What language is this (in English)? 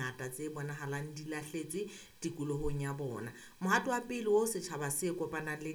Southern Sotho